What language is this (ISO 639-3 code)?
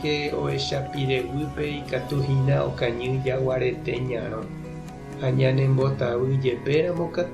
grn